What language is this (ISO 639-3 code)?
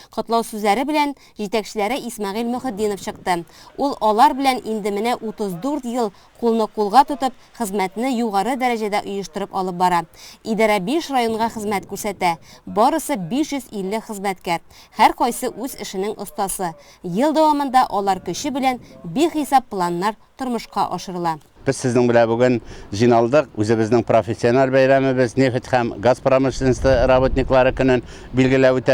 tat